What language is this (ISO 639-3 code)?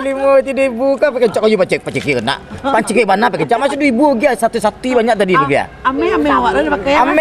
min